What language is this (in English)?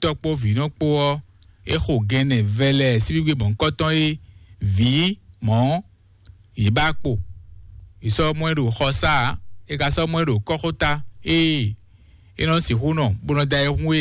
Fon